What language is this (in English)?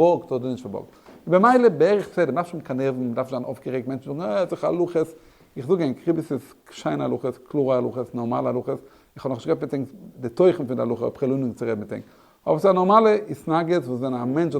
Yiddish